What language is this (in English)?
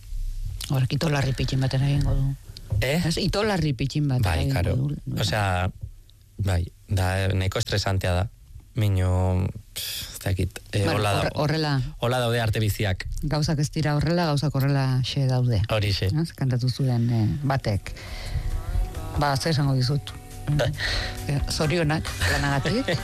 Basque